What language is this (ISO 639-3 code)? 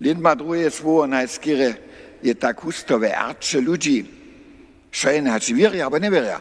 hsb